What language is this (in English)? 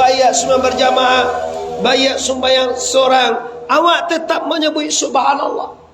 Minangkabau